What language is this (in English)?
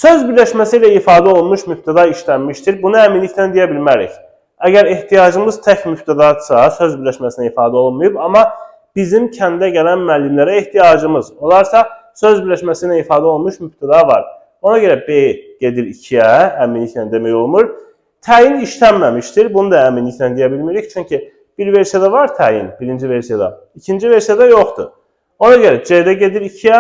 Azerbaijani